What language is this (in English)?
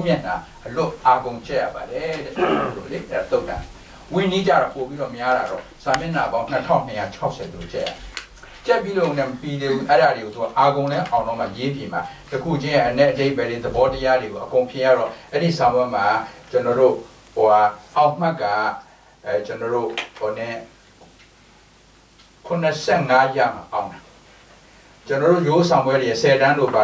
Burmese